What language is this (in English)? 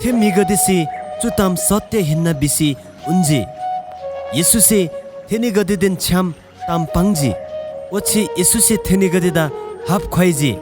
Eastern Tamang